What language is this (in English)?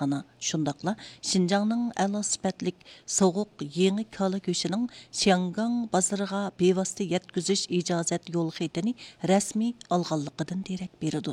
Uyghur